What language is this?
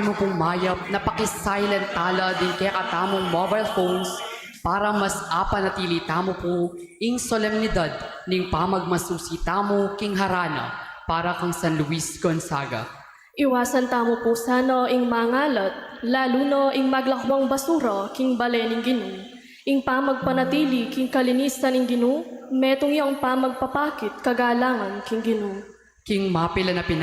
Pampanga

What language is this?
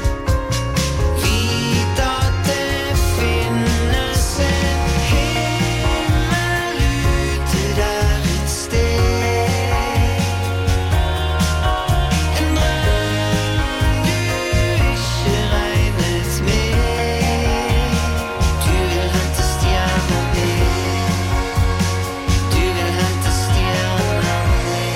Norwegian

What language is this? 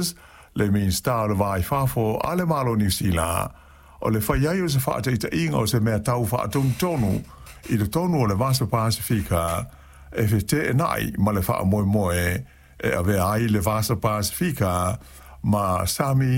Samoan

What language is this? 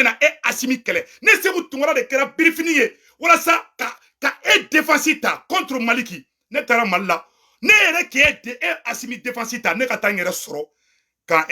Bambara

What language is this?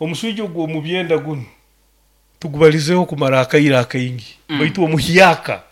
Nyoro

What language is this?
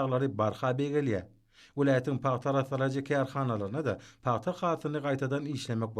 Turkmen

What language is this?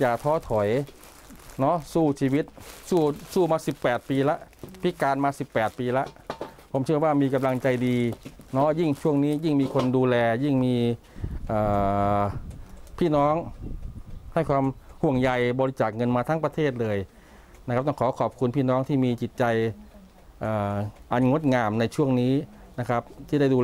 Thai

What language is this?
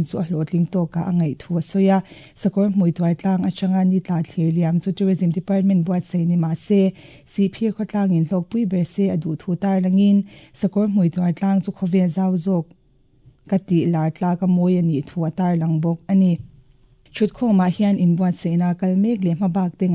Mizo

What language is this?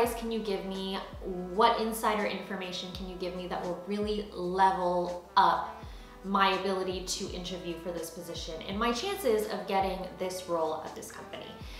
English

